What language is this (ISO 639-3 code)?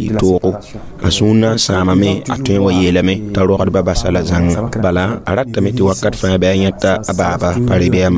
mos